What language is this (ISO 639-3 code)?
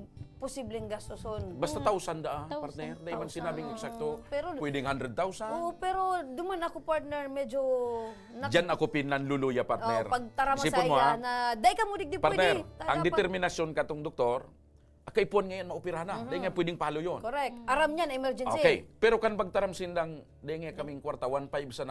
bik